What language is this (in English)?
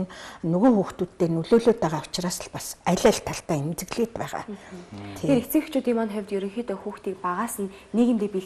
Mongolian